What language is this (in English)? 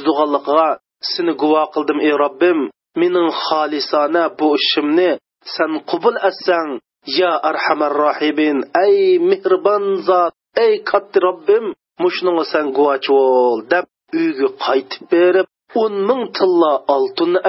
Uyghur